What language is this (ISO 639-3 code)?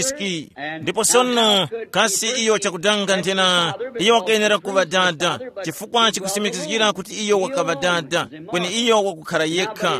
tum